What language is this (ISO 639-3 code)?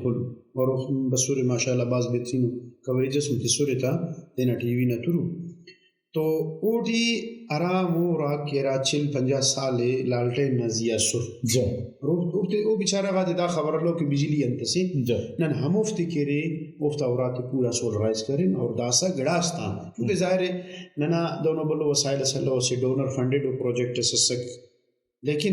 brh